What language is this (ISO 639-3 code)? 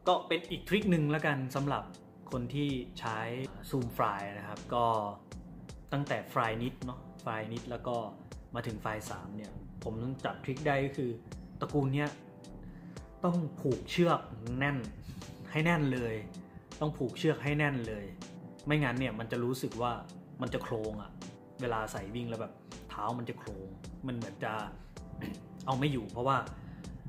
tha